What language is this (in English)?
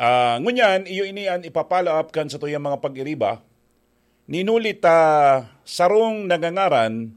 Bikol